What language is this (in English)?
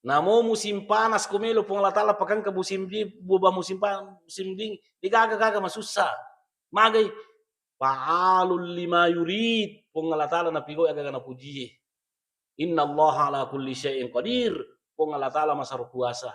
Buginese